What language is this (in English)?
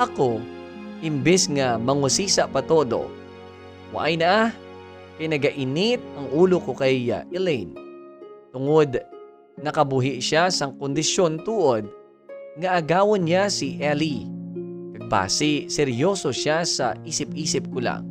Hiligaynon